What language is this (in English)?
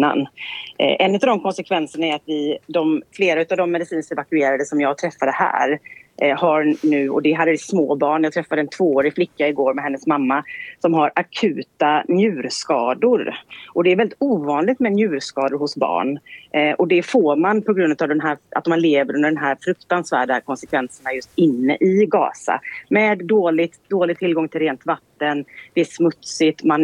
Swedish